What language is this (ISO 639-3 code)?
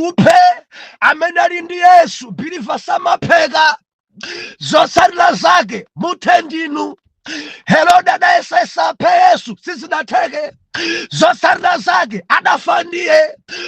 nya